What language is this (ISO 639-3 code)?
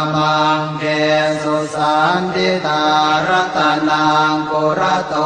pli